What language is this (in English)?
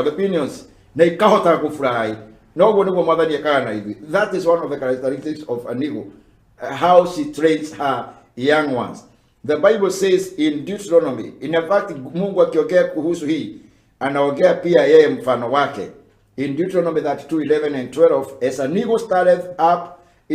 Kikuyu